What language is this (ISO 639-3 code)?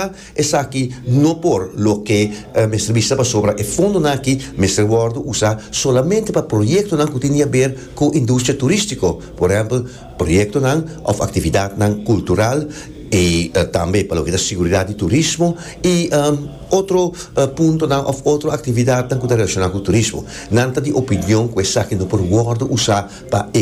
pap